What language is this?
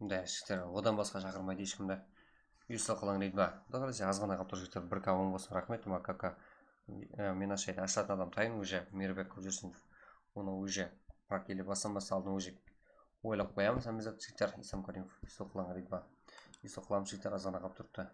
Kara-Kalpak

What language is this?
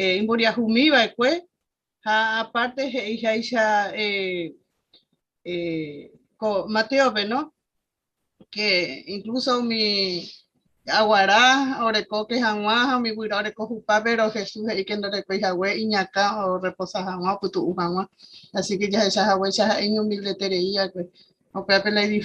Guarani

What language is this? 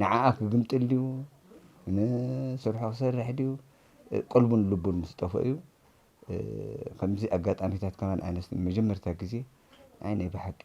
Tigrinya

